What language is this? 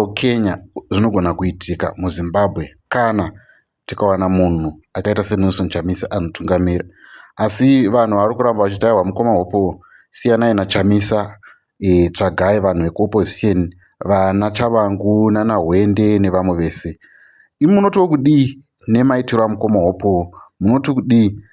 Shona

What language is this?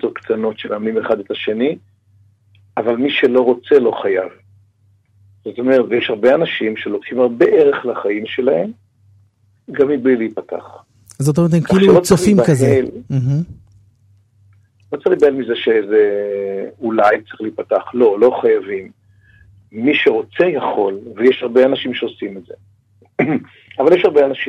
Hebrew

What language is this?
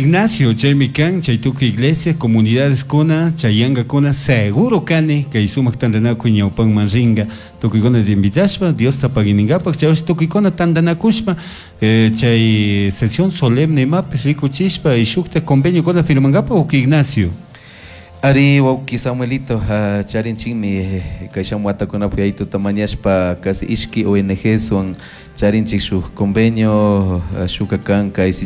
Chimborazo Highland Quichua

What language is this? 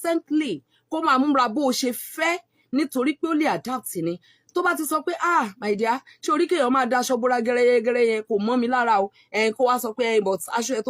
Yoruba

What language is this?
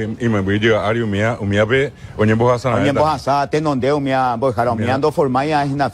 Guarani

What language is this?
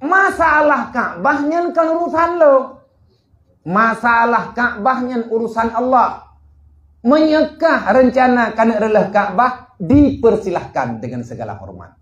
Achinese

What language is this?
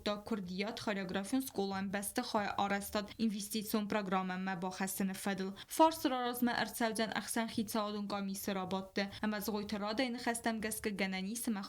Ossetic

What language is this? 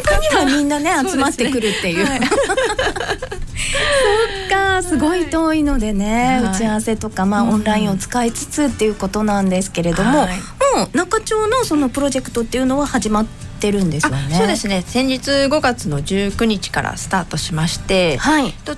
Japanese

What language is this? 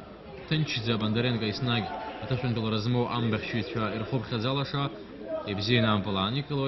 Abkhazian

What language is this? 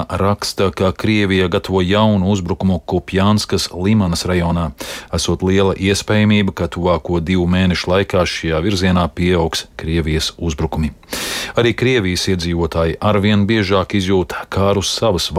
Latvian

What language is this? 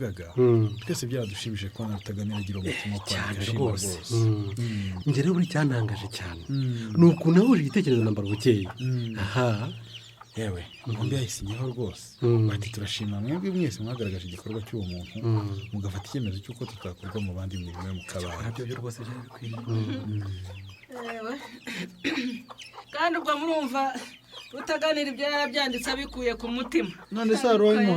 Kinyarwanda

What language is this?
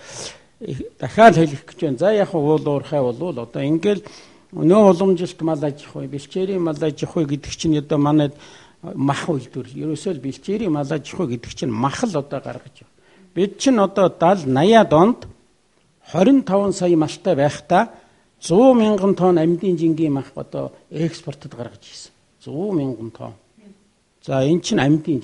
Mongolian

